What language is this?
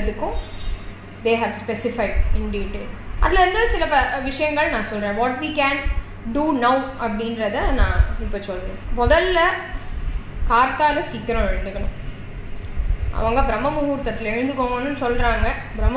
Tamil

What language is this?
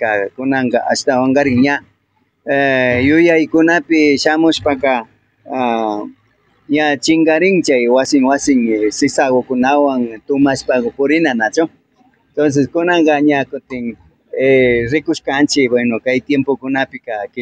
Imbabura Highland Quichua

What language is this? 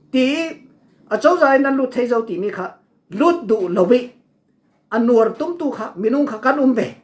Falam Chin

